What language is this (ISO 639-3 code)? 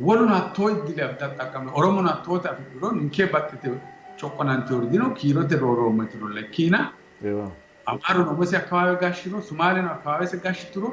sid